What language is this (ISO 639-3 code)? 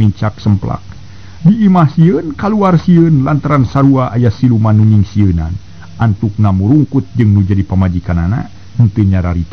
sun